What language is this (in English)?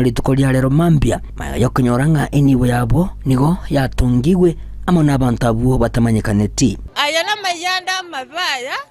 Gusii